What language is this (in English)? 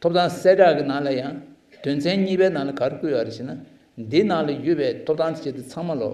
Tibetan